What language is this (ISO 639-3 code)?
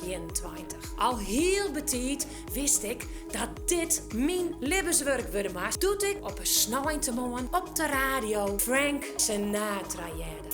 fry